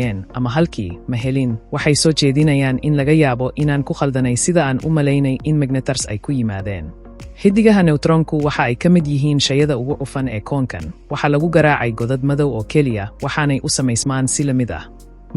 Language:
Somali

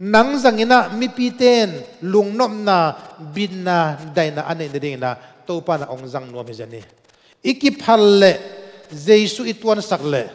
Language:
Tedim Chin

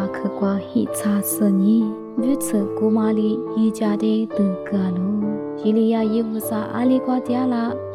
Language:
Lisu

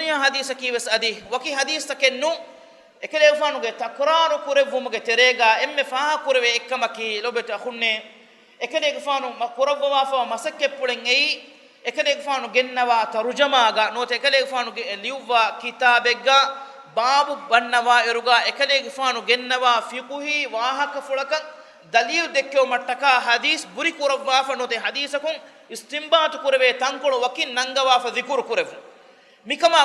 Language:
Divehi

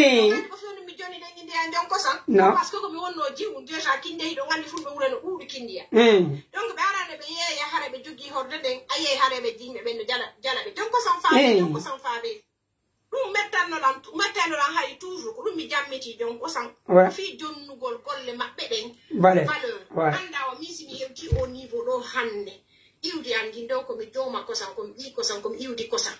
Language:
Pular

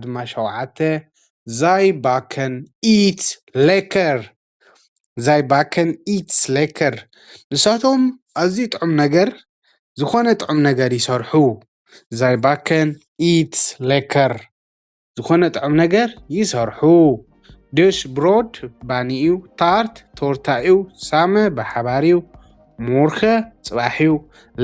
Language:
Tigrinya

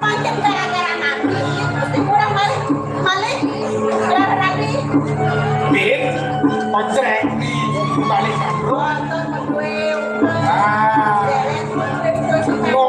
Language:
Balinese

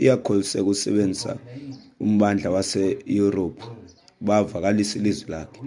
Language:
Xhosa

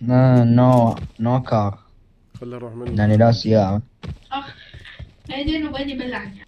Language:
Mesopotamian Arabic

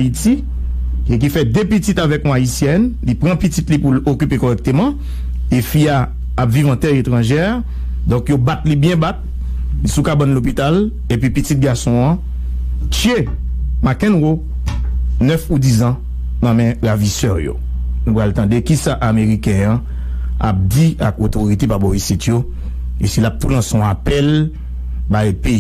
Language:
Haitian Creole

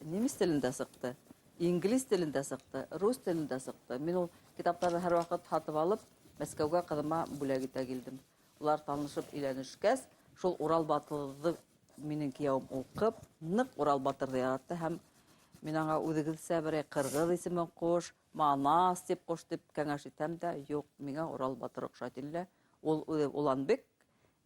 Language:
Bashkir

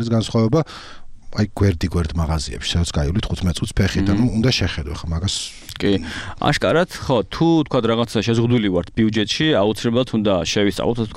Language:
Georgian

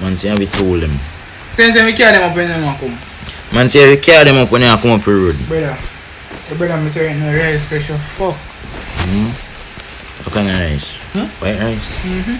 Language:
Jamaican Creole English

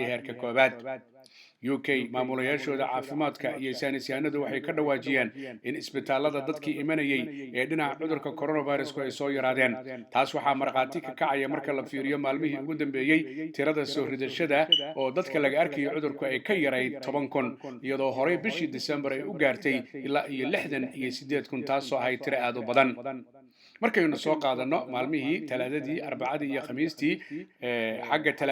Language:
Somali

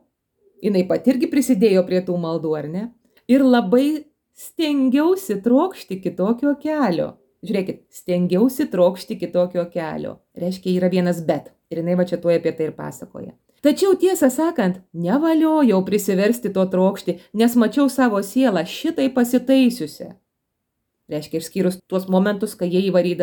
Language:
Lithuanian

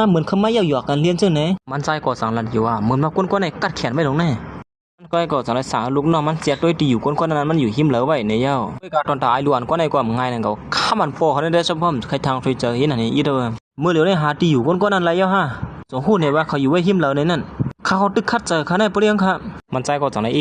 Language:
Shan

